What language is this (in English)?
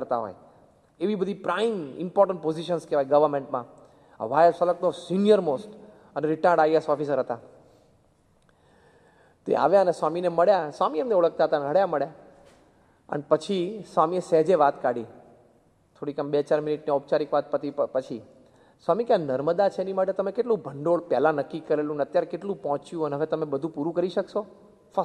Gujarati